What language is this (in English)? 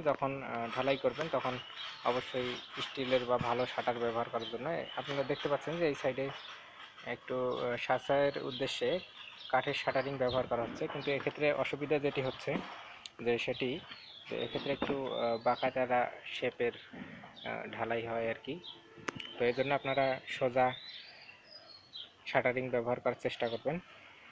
Bangla